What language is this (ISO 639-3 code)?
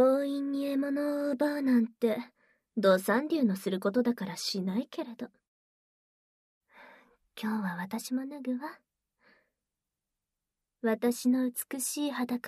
jpn